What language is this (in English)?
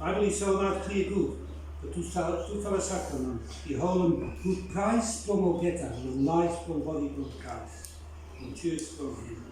Bislama